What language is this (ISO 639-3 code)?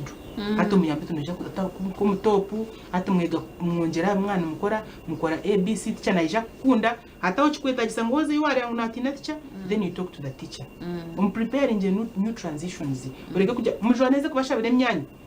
nyn